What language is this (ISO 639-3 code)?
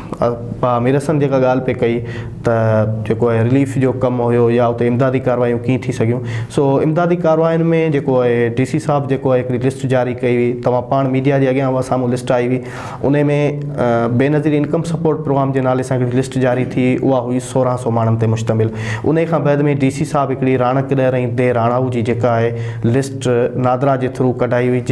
snd